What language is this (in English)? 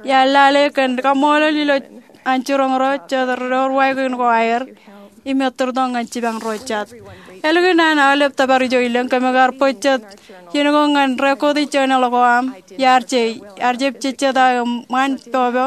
Marshallese